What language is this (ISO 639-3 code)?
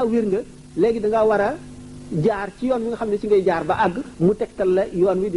wol